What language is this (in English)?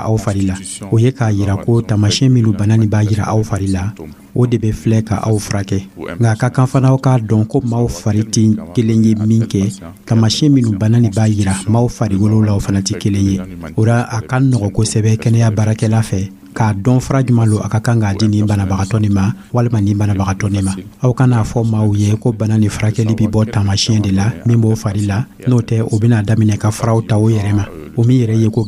Dyula